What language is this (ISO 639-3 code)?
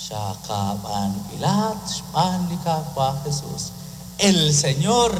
kek